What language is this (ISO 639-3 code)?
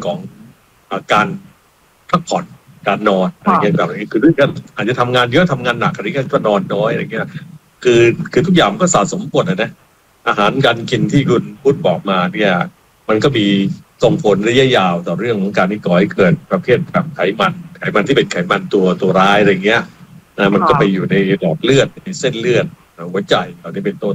tha